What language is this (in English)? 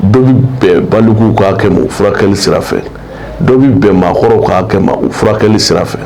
Bambara